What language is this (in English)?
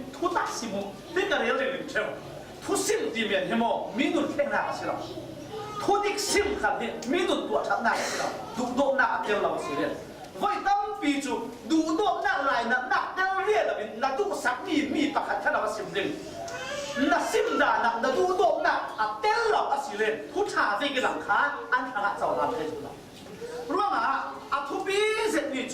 Falam Chin